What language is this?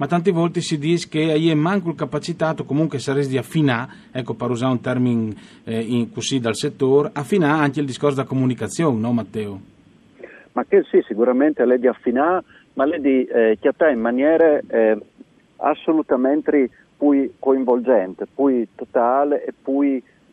Friulian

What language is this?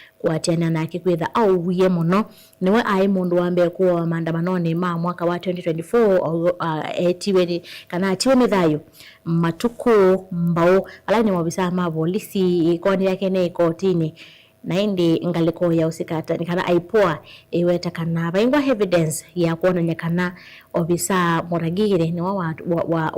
Kamba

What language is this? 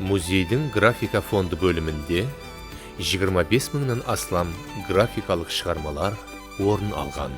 Kara-Kalpak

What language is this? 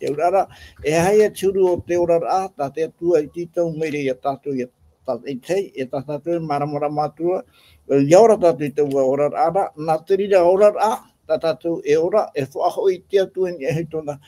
Tahitian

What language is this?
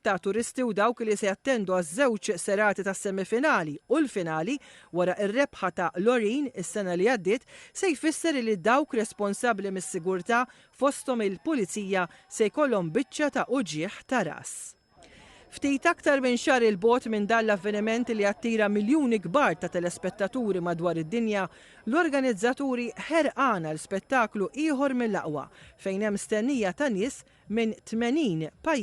Maltese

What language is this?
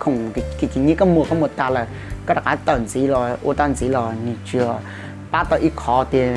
Hmong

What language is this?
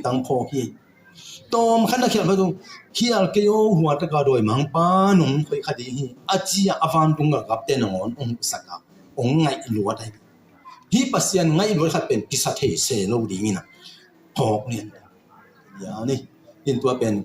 Tedim Chin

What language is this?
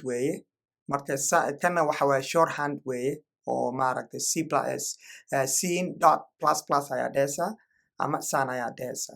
Somali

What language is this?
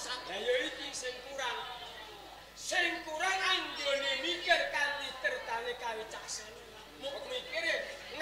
Javanese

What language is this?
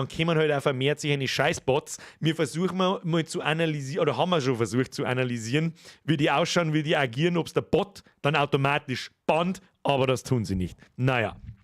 Bavarian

